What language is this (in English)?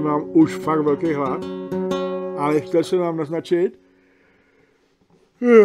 Czech